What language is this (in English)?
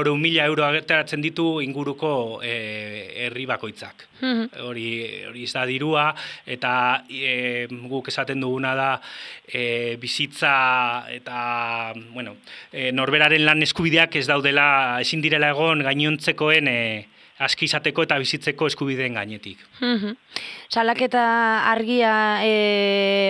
Basque